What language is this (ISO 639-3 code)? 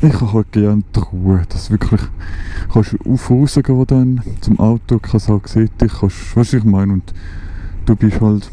gsw